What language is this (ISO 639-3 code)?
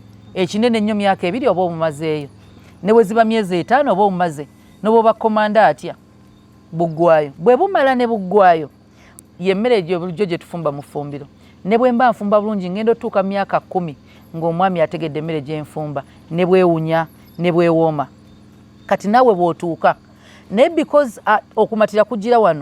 lug